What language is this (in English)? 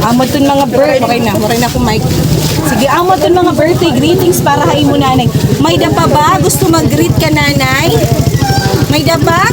Waray